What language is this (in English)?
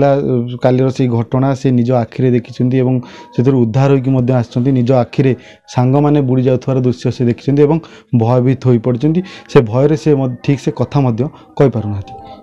Odia